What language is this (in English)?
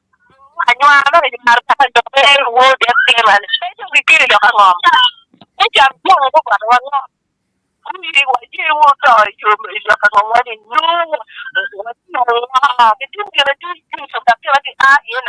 Acoli